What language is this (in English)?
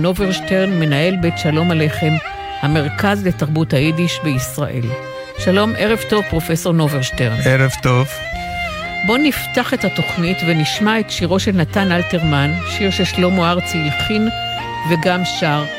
Hebrew